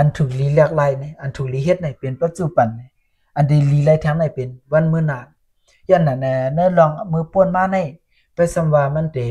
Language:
Shan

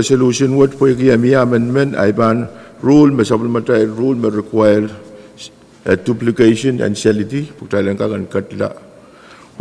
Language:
Pohnpeian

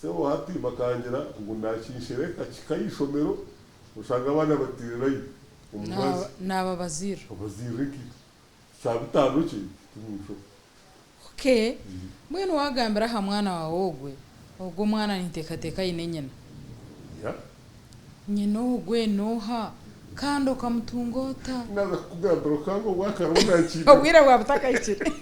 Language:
Nyankole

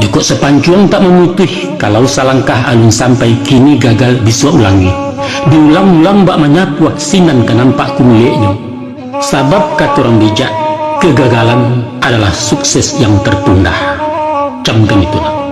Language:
Minangkabau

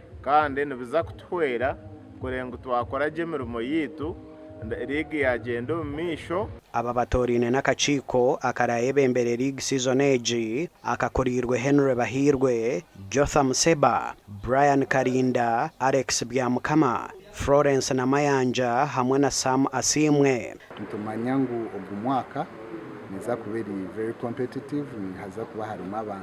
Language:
Nyankole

